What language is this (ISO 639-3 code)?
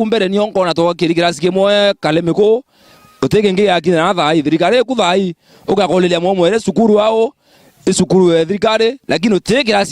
mer